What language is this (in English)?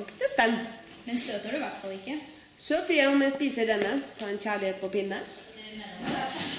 Norwegian